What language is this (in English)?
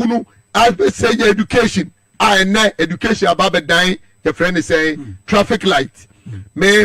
Akan